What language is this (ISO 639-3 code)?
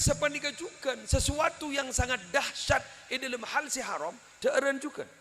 mad